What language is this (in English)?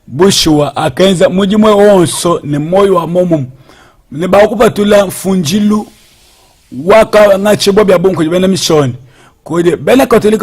Luba-Lulua